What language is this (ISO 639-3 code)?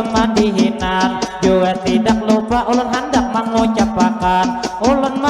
bjn